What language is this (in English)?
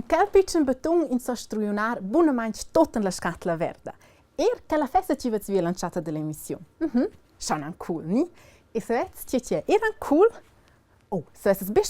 Romansh